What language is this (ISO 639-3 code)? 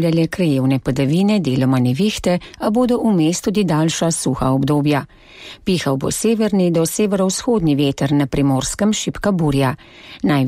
slv